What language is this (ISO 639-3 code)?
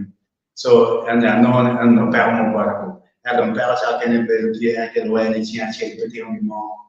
ach